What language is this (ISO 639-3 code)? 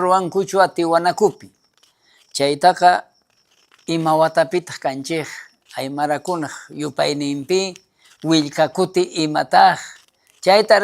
quh